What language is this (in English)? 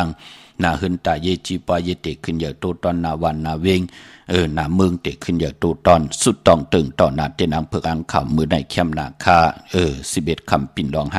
Shan